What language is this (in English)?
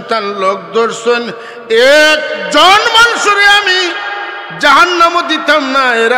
Sylheti